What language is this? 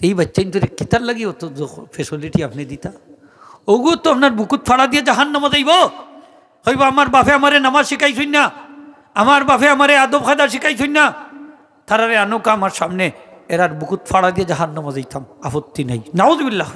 Sylheti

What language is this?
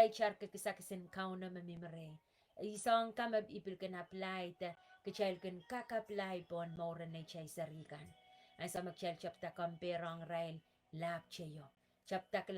Pohnpeian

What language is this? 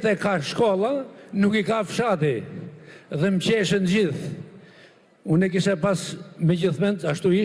Albanian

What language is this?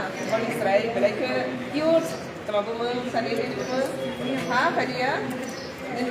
Kok Borok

